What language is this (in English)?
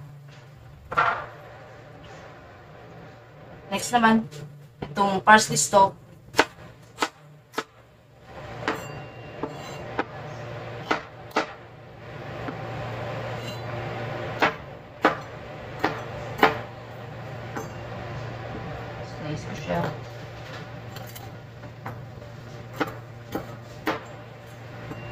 Filipino